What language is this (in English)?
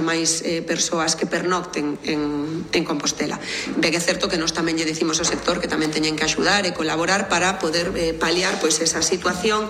Galician